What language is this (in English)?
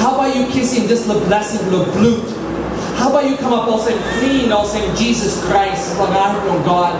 Tok Pisin